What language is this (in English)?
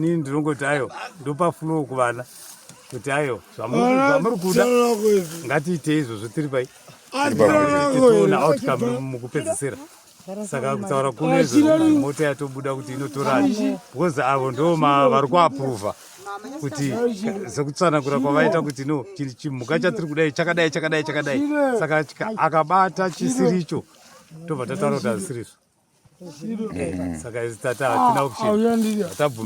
Shona